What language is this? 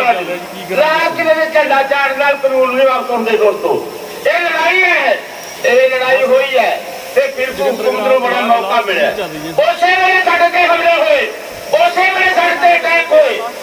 Punjabi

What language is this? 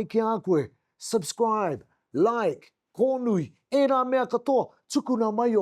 Māori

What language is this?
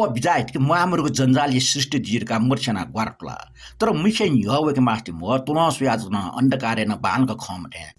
Newari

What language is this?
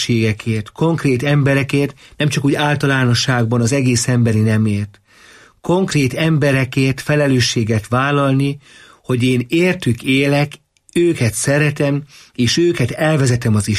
Hungarian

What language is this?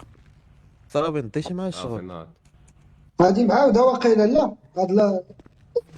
Moroccan Arabic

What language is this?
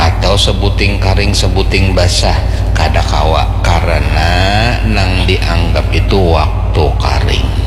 Banjar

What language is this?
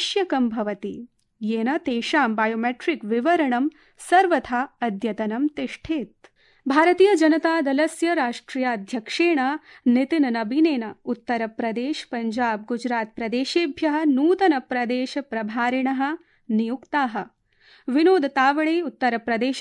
Sanskrit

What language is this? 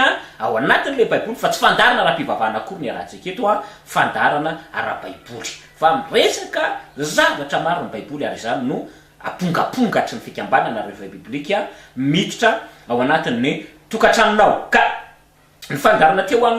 Malagasy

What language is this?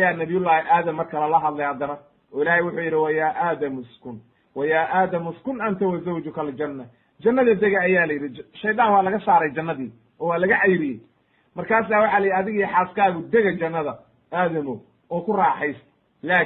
Somali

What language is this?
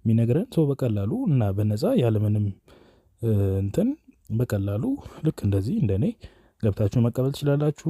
Amharic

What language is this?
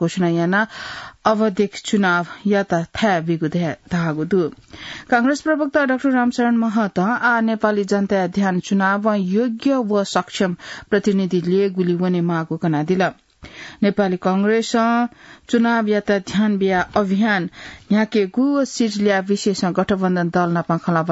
Newari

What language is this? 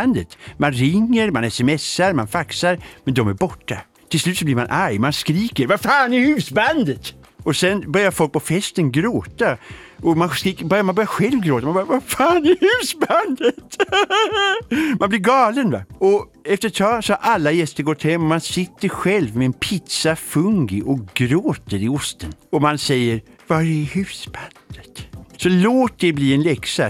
Swedish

